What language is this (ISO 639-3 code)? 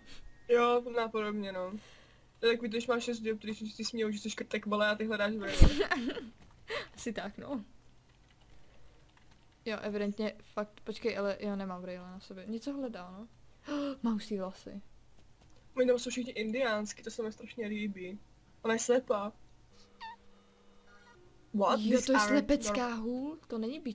ces